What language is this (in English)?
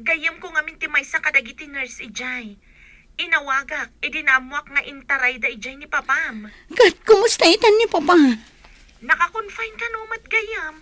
Iloko